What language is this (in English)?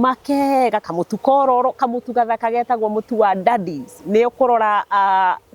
Kikuyu